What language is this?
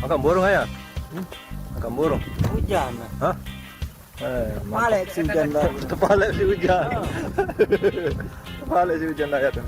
Sasak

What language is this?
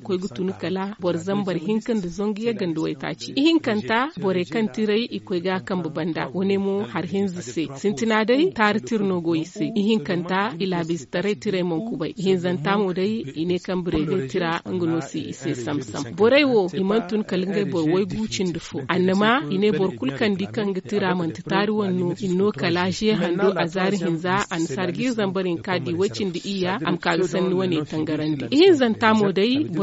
Zarma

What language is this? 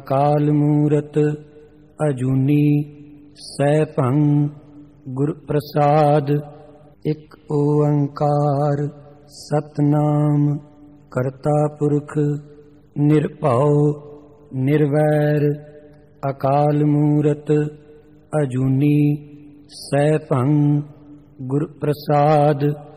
Punjabi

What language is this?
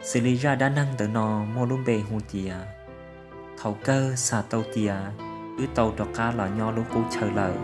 Hmong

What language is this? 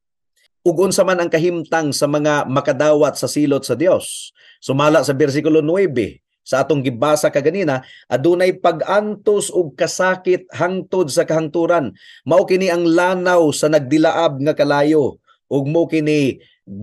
Cebuano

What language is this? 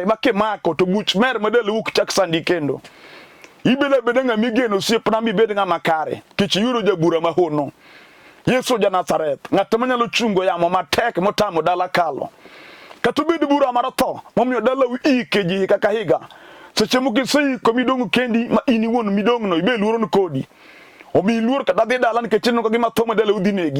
Luo (Kenya and Tanzania)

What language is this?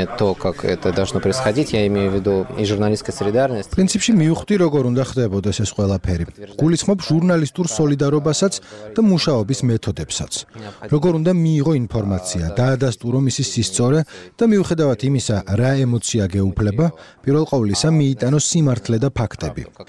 Georgian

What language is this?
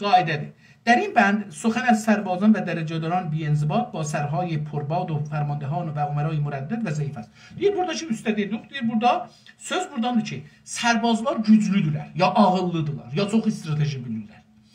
South Azerbaijani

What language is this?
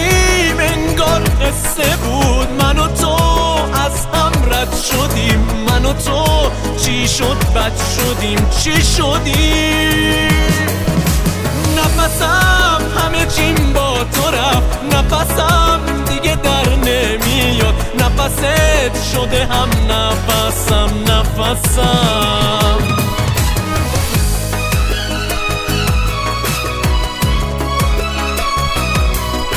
Persian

